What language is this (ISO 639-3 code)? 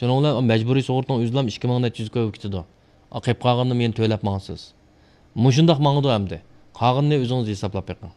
uig